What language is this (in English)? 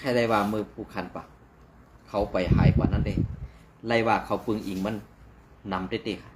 Shan